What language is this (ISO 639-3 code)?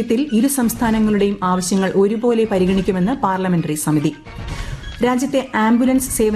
mal